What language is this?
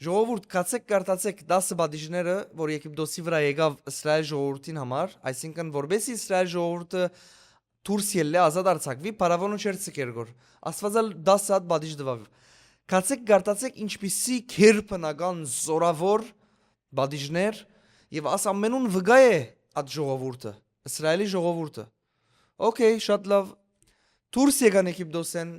Western Armenian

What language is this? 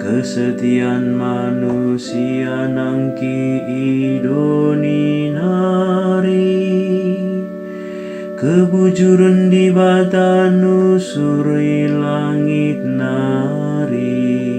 Batak Karo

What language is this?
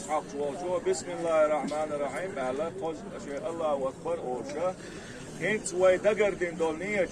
Chechen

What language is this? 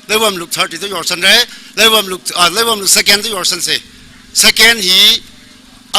Tangkhul Naga (India)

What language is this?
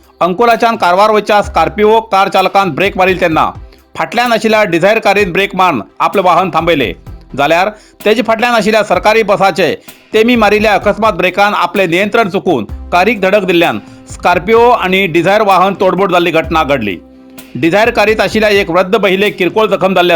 Konkani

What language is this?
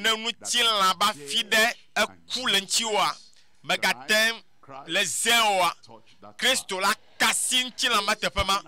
Ewe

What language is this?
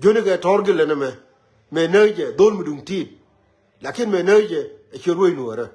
Nuer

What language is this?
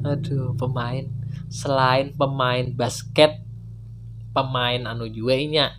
Banjar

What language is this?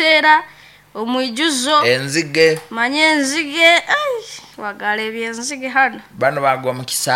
Nyoro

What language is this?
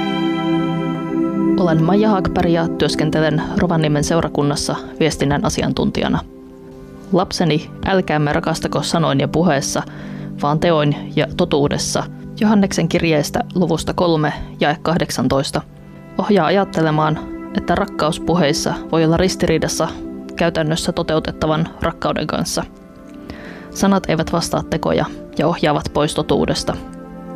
Finnish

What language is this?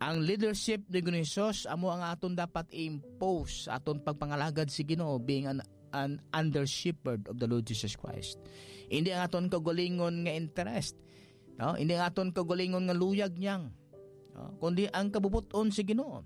Hiligaynon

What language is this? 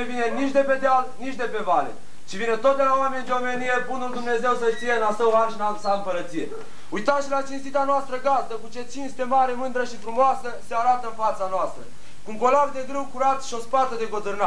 Romanian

